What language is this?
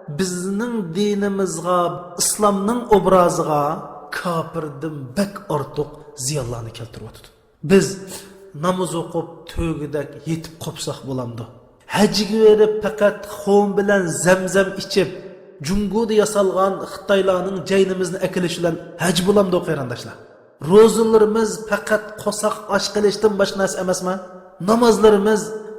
Uyghur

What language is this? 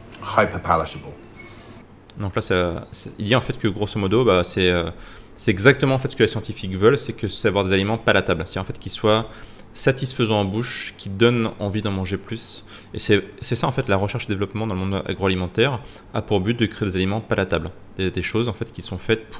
French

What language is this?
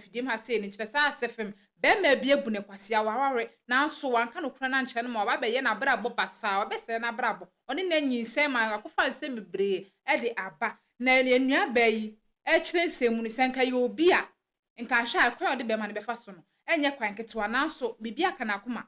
Akan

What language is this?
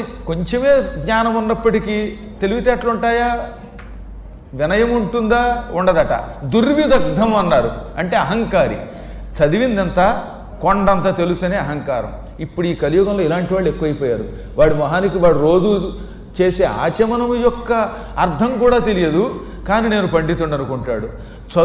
Telugu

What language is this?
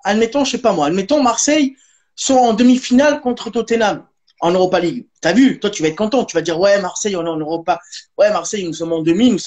French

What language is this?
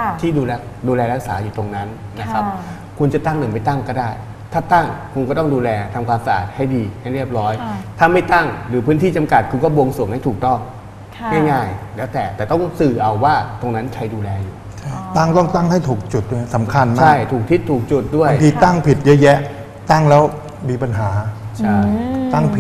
Thai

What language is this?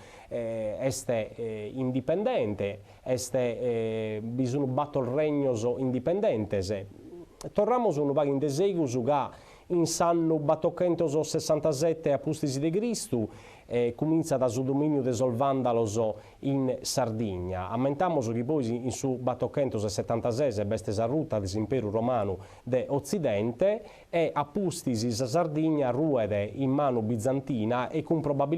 Sardinian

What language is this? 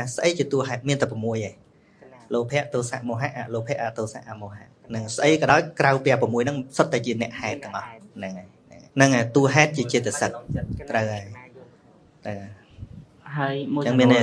Khmer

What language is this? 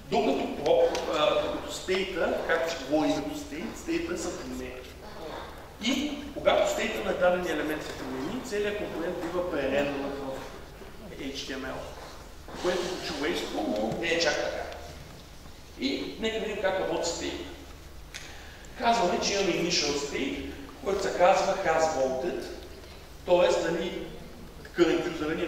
Bulgarian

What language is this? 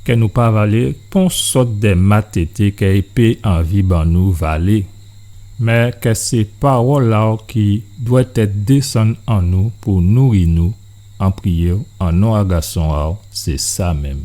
Guadeloupean Creole French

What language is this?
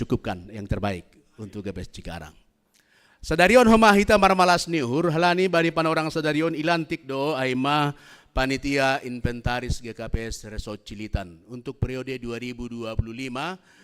Batak Simalungun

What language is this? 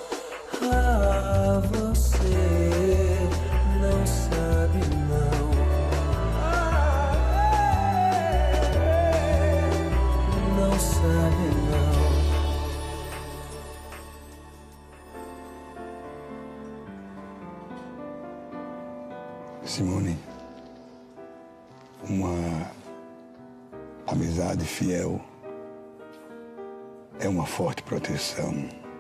Portuguese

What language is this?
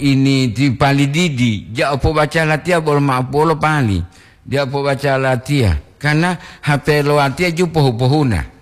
Gorontalo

